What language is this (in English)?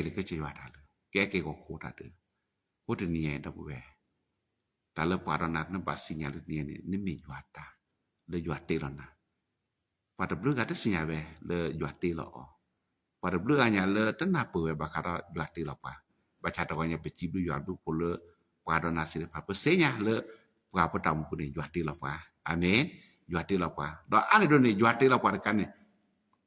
S'gaw Karen